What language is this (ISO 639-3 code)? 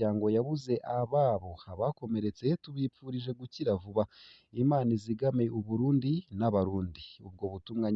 run